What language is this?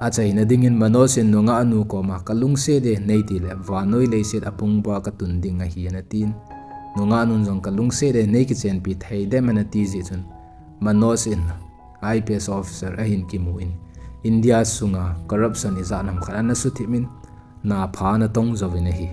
Thado Chin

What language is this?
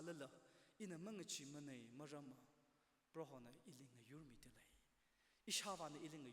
Tangkhul Naga (India)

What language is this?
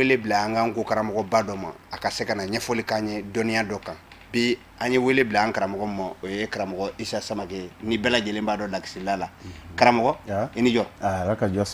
Bambara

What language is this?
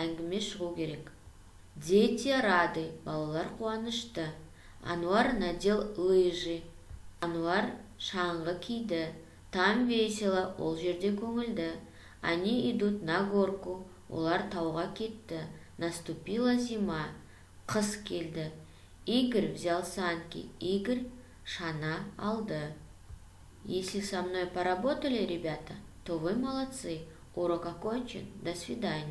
Kazakh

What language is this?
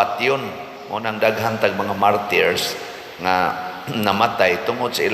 Cebuano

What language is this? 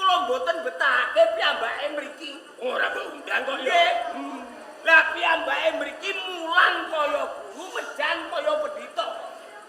Javanese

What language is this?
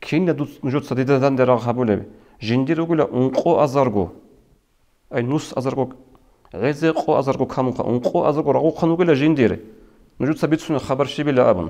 Avaric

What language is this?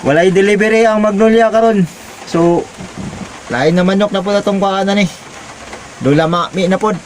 Cebuano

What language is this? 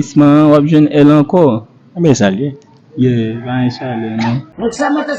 Haitian Creole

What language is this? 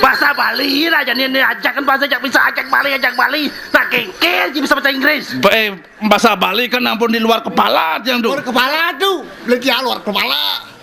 Balinese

